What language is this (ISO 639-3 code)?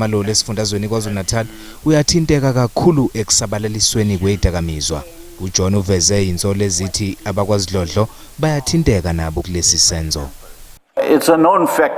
zul